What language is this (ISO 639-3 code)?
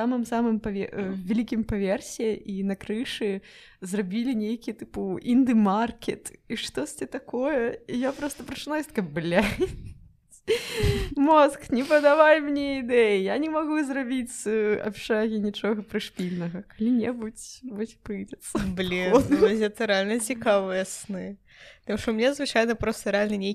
bel